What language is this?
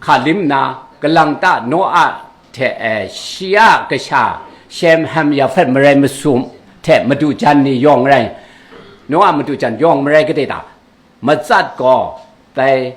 Kachin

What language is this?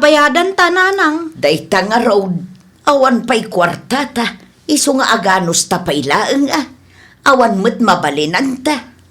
Iloko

